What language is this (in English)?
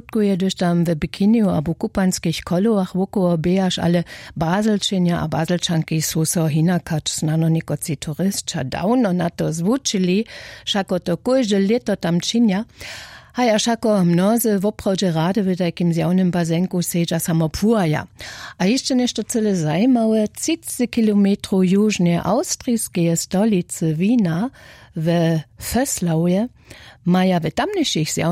Upper Sorbian